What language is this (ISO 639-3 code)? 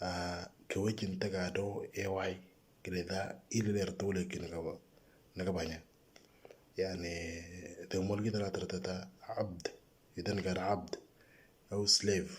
mor